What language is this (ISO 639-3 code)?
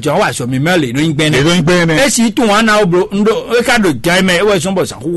fon